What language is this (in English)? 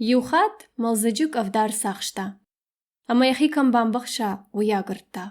Ossetic